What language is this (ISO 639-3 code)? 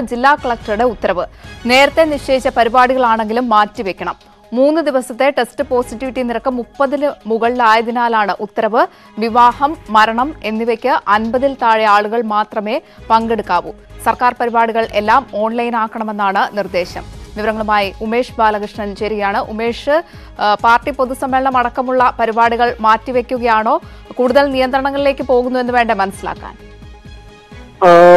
mal